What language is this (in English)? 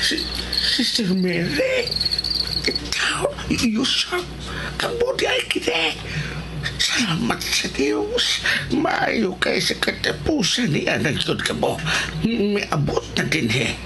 Cebuano